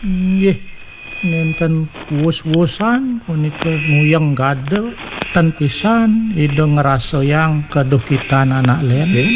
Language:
Balinese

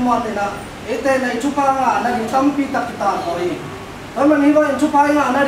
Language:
Tedim Chin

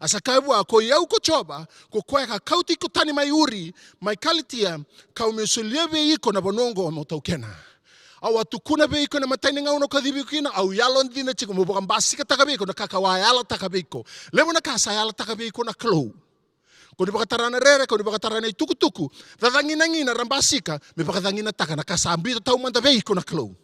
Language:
Fijian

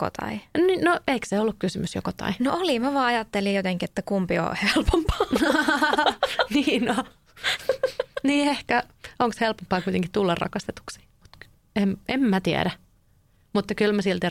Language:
Finnish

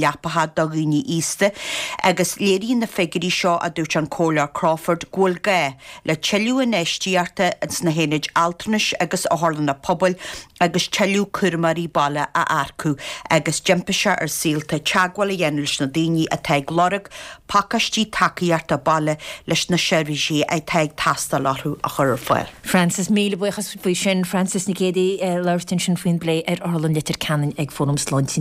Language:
Irish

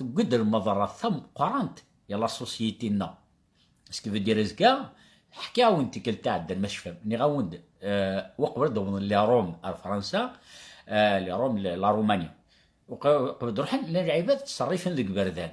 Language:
Kabyle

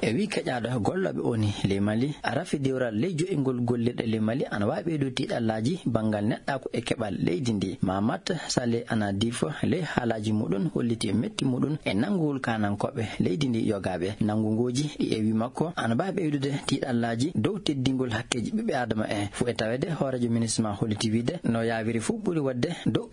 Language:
Nigerian Fulfulde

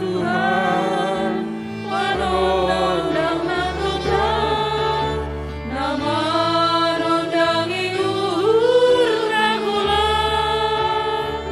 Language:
Batak Simalungun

